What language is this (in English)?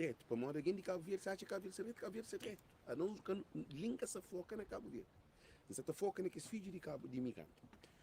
Kabuverdianu